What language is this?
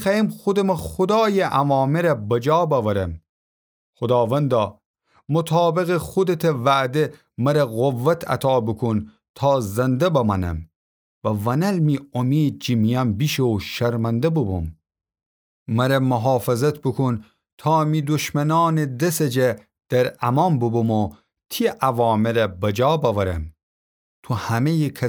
Gilaki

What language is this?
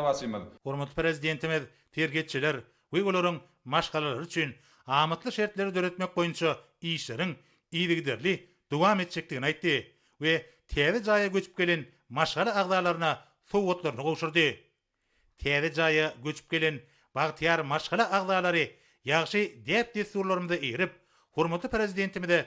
Turkmen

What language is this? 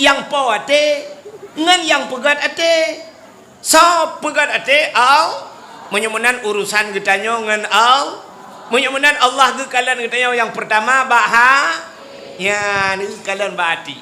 Achinese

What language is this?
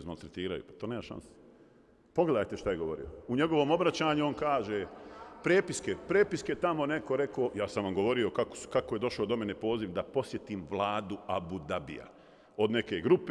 Bosnian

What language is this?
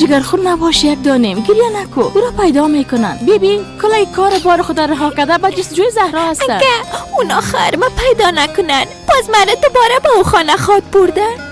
Persian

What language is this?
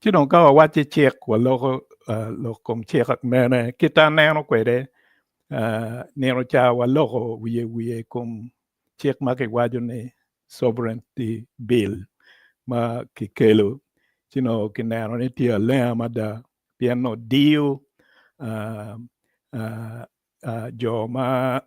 Acoli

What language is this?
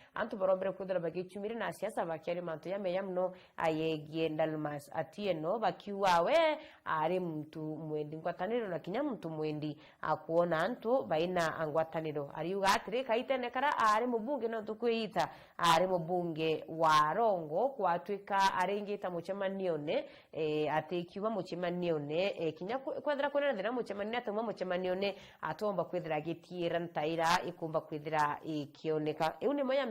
Meru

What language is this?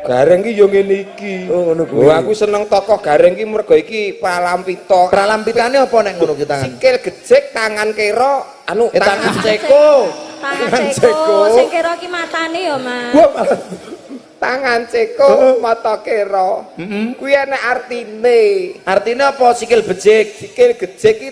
Javanese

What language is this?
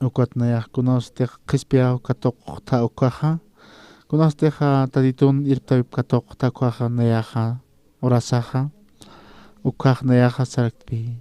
Aymara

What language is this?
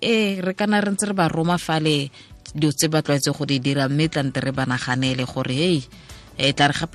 Tswana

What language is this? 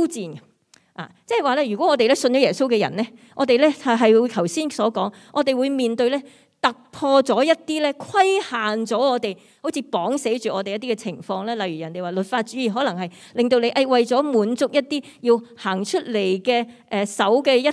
Cantonese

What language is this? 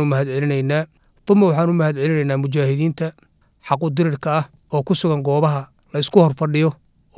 Somali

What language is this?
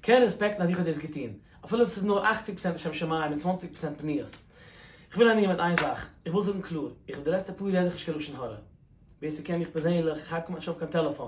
Yiddish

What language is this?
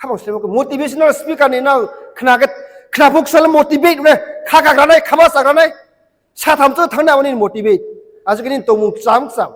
Riang (India)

